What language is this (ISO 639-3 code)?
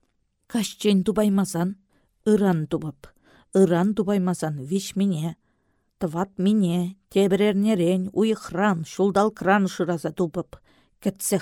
chv